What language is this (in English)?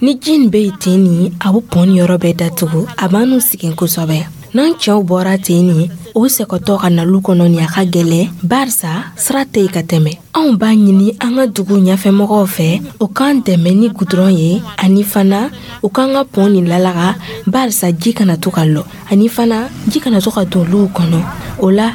Dyula